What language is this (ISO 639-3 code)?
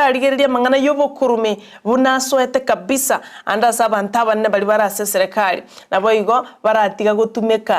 guz